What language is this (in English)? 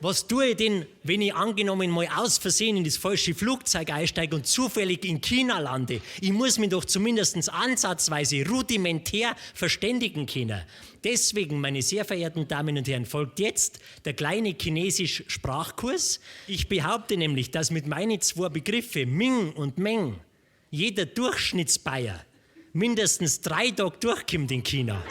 Bavarian